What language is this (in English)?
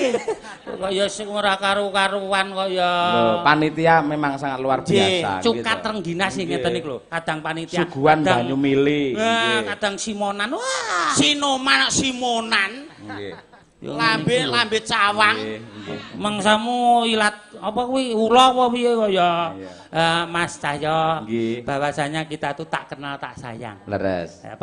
Javanese